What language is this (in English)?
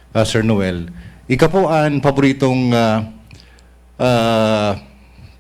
Bikol